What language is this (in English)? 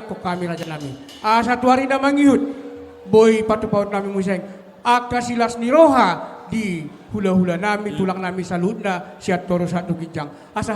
Batak Toba